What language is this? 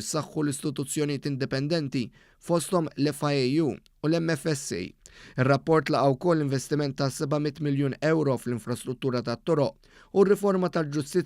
Maltese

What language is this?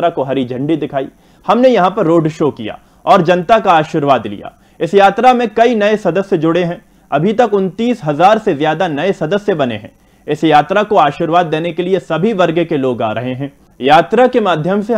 Hindi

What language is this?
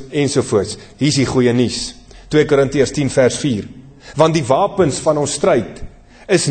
Afrikaans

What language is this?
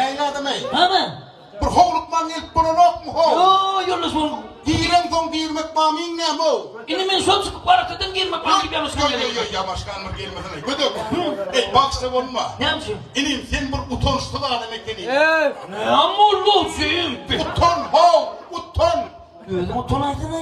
Turkmen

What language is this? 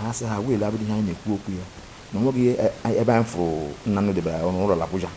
Igbo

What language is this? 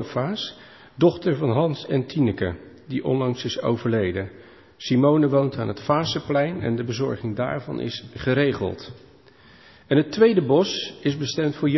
Dutch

